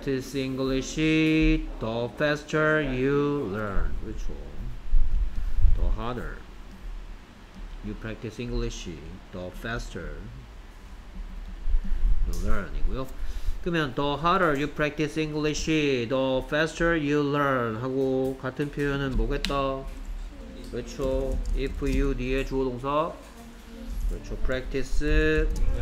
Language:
Korean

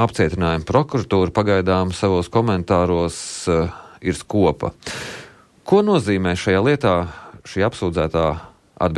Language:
Latvian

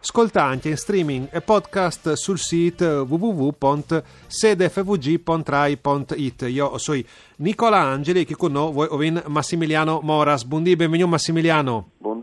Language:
Friulian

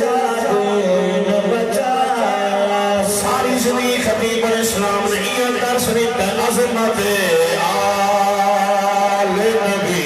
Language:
Saraiki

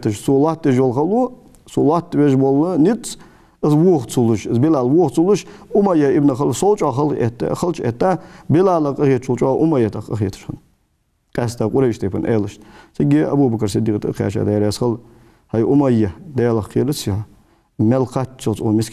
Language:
Ingush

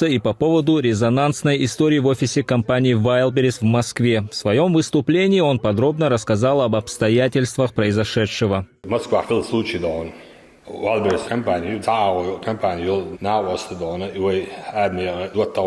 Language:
Chechen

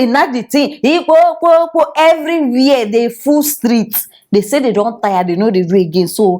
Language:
Nigerian Pidgin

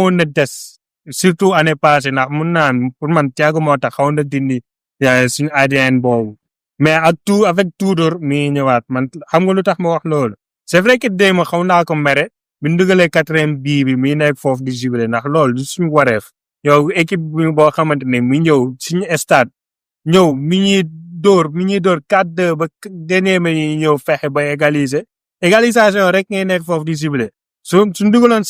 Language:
Wolof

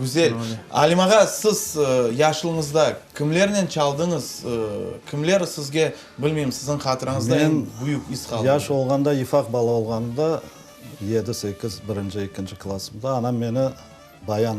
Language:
Crimean Tatar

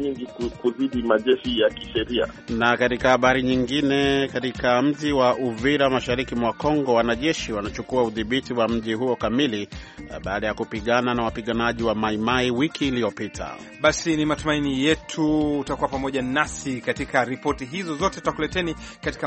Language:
Swahili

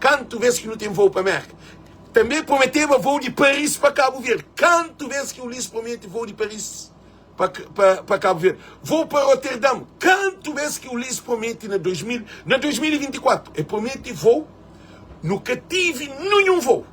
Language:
Kabuverdianu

